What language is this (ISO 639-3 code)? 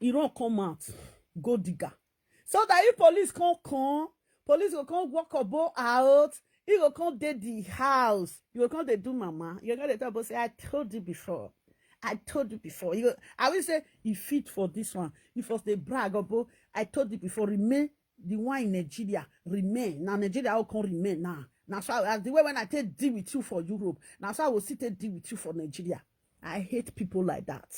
pcm